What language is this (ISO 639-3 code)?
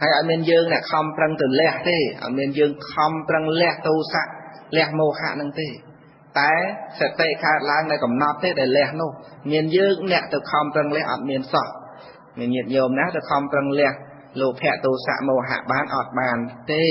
khm